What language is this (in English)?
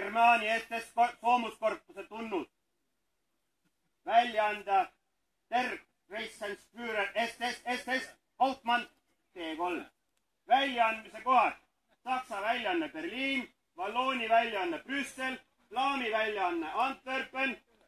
Estonian